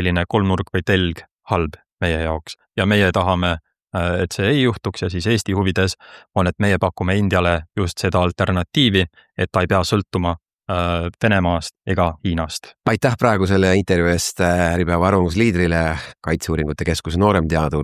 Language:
Estonian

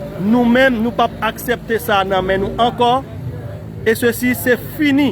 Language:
Haitian Creole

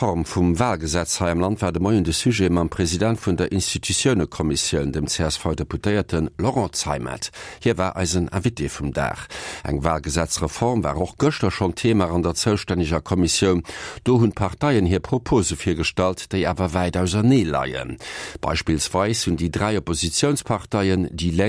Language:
Luxembourgish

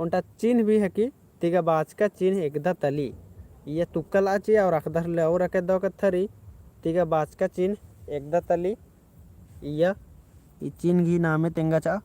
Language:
Kurukh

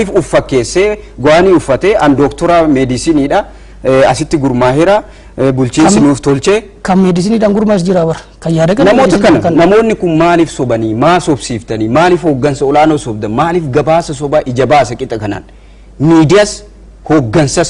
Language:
Oromo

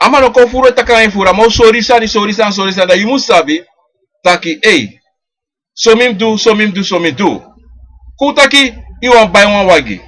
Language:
Sranan Tongo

